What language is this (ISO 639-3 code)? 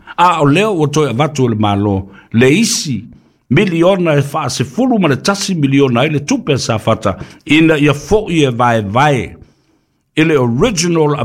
smo